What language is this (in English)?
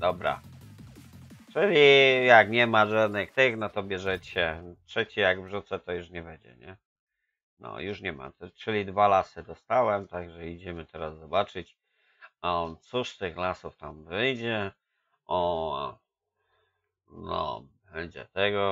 Polish